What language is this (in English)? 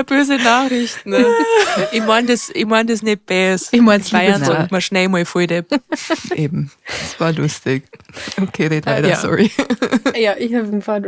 Bavarian